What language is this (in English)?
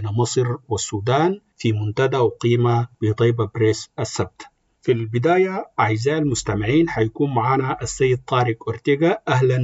Sudanese Arabic